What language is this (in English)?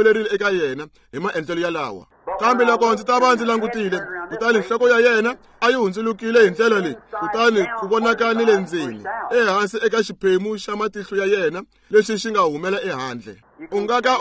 Tsonga